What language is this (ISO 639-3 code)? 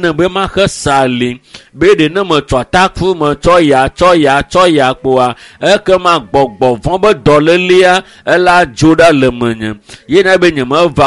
ewe